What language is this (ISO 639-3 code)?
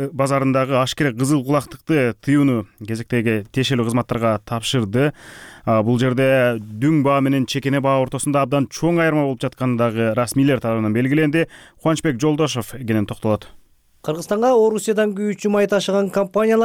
kir